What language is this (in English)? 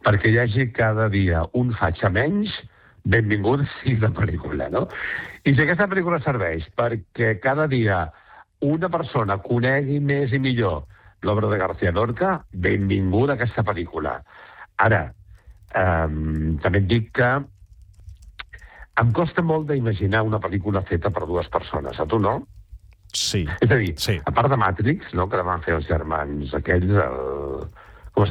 Catalan